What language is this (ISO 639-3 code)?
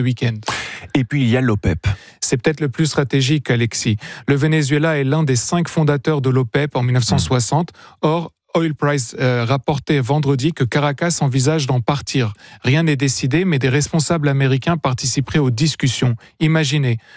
fra